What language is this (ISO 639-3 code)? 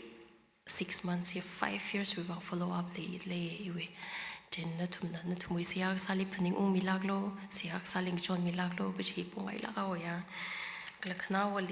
nmf